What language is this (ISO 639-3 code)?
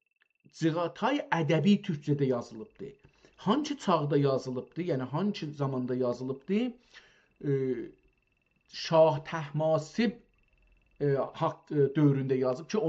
azb